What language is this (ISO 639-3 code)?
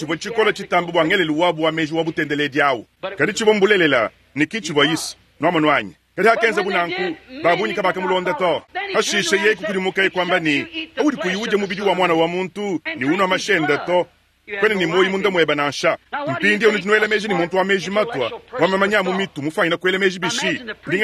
lua